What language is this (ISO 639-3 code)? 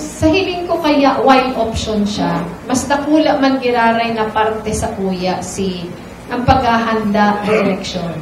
bik